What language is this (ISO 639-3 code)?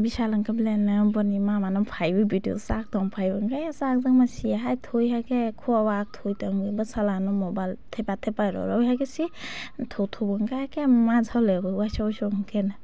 trp